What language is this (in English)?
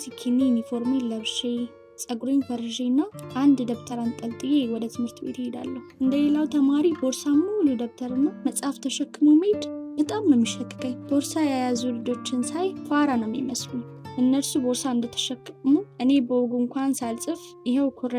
Amharic